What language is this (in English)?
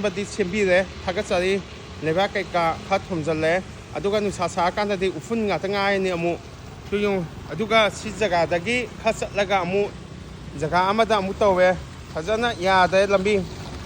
Manipuri